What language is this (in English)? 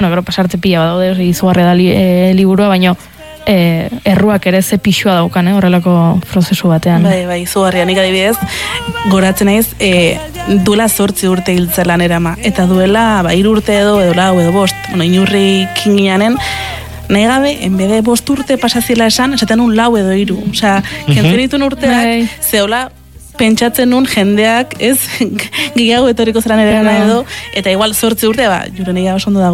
Basque